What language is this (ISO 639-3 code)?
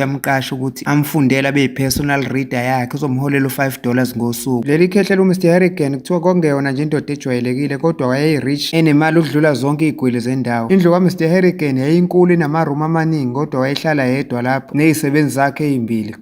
zul